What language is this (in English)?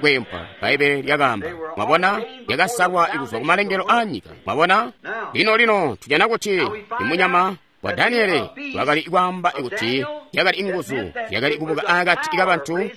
Tonga (Zambia)